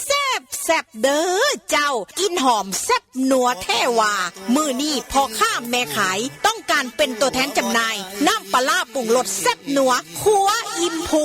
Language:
Northeastern Thai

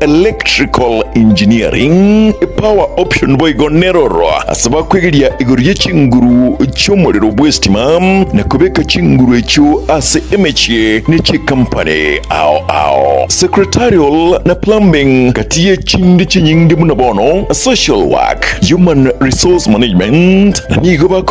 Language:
Gusii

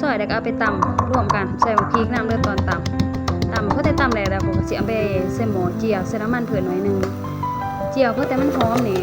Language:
Lao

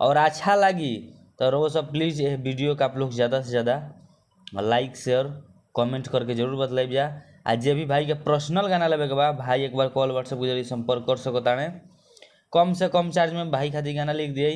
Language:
Bhojpuri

